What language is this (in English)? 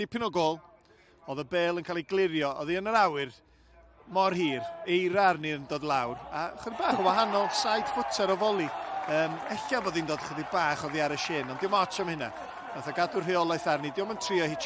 Welsh